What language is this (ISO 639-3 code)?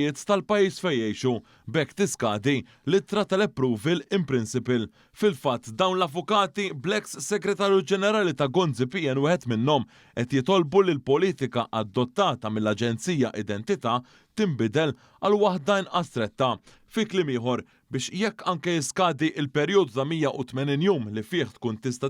mlt